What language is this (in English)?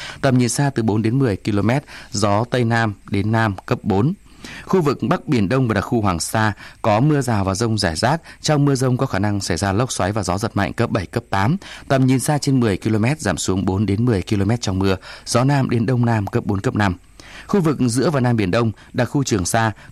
Vietnamese